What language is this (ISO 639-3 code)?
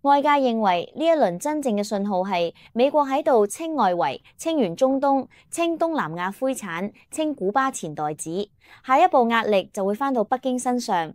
yue